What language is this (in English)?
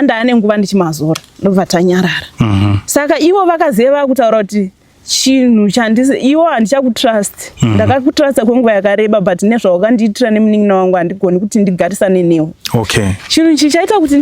Shona